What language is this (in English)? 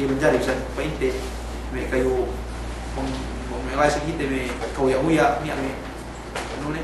Yakan